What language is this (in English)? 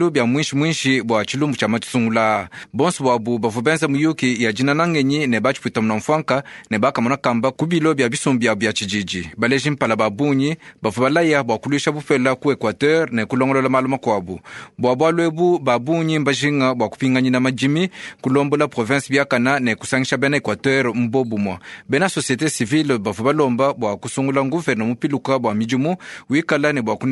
Luba-Lulua